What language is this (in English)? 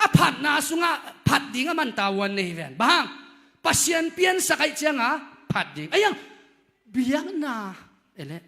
Tedim Chin